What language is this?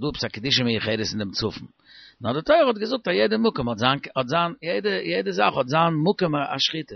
Yiddish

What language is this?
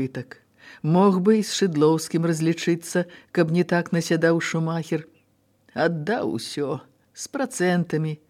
Belarusian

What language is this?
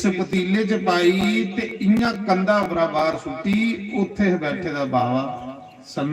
Dogri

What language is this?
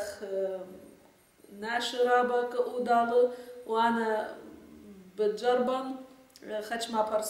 Assyrian Neo-Aramaic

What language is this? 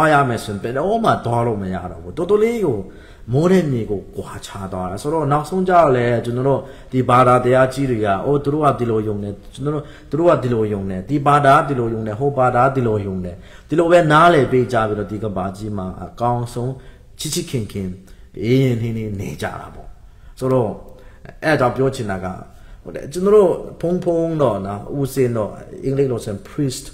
Burmese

